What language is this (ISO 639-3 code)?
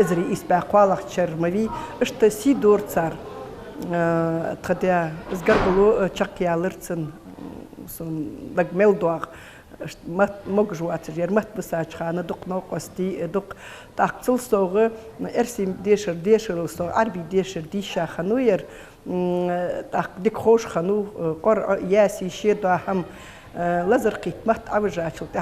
inh